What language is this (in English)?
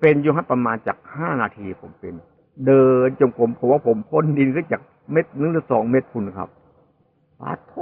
Northeastern Thai